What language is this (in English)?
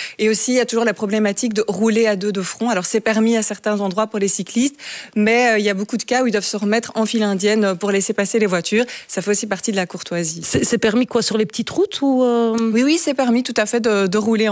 French